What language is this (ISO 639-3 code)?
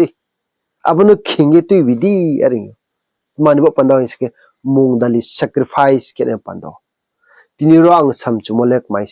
ria